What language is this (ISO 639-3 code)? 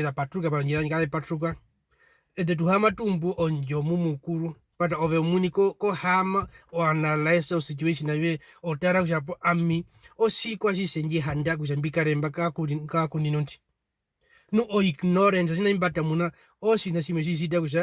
her